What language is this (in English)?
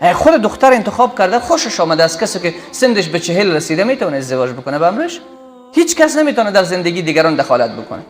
Persian